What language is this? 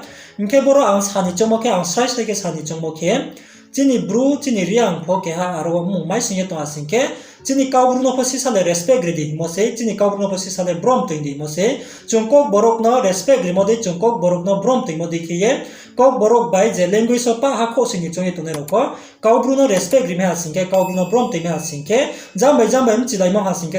Riang (India)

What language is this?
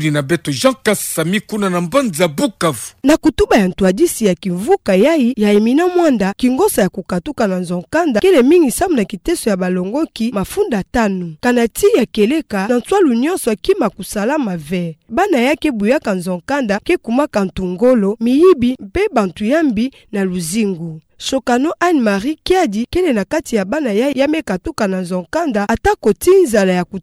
Kituba (Democratic Republic of Congo)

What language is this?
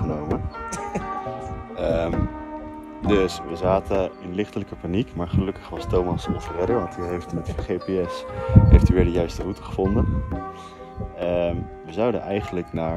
Dutch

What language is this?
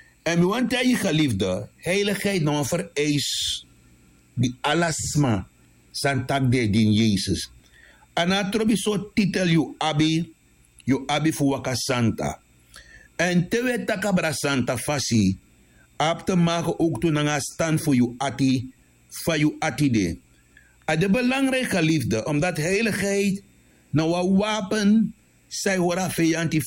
Sranan Tongo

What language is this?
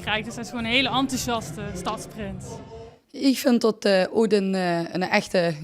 Limburgish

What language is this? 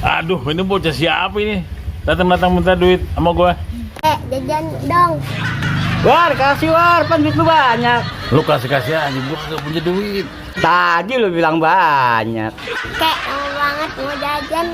Betawi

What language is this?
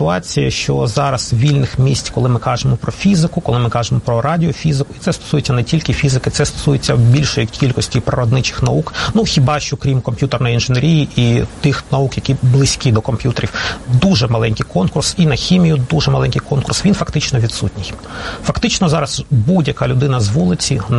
Ukrainian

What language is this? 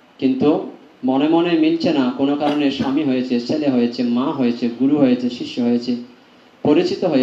Bangla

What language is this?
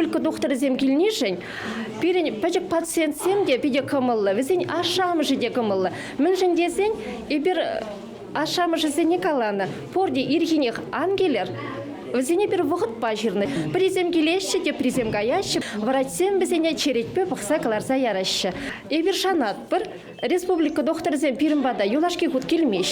Chuvash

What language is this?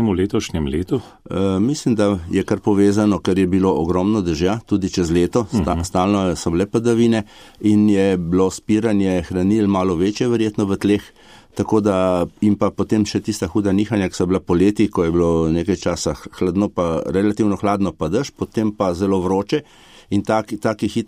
Slovenian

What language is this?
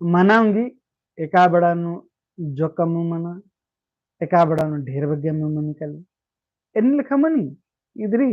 Kurukh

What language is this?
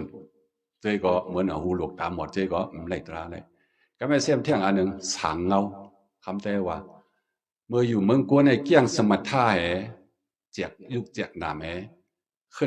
Shan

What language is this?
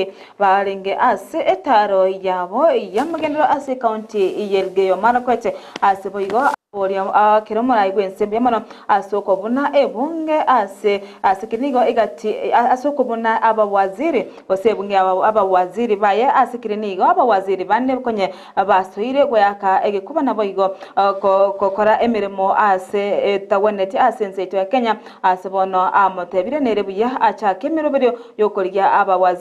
Gusii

